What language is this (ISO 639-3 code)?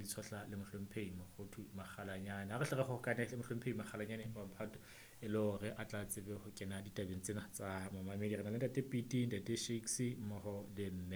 sot